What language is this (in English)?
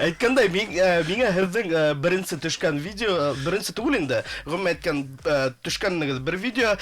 Bashkir